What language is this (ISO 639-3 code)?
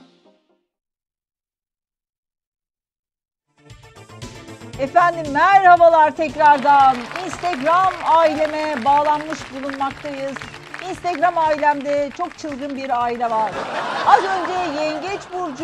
tur